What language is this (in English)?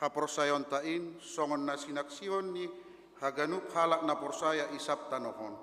Batak Simalungun